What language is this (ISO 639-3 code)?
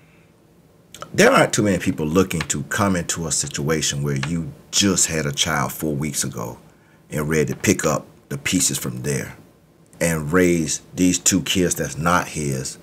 eng